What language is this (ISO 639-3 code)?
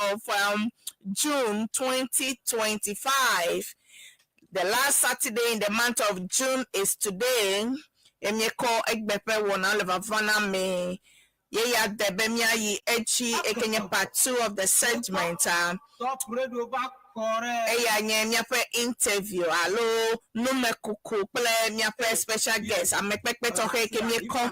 ewe